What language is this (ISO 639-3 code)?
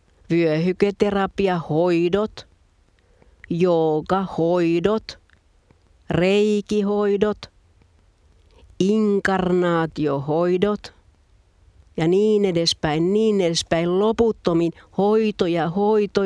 fin